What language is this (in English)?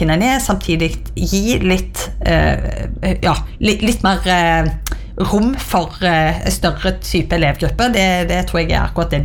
Norwegian